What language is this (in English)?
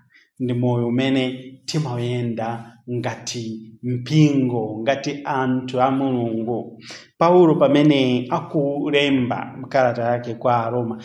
Nyanja